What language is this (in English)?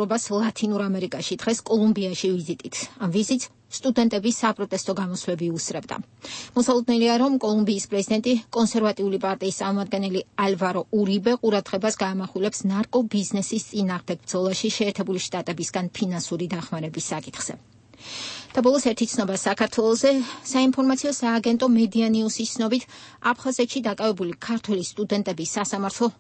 Georgian